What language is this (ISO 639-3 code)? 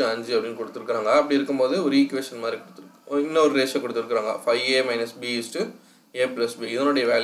tam